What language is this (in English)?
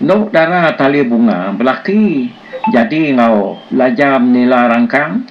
Iban